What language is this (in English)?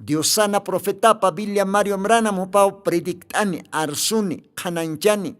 Aymara